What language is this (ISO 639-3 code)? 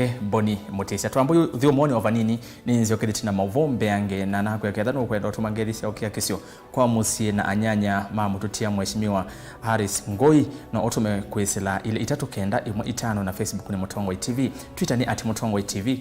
kam